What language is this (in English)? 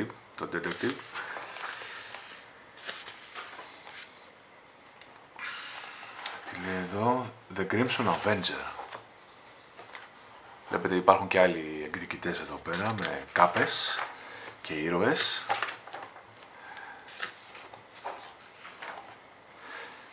Greek